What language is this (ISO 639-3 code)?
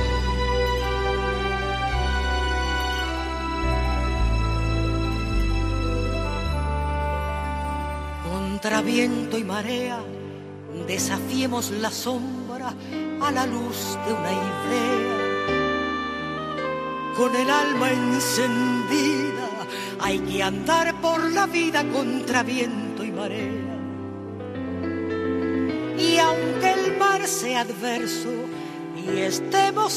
spa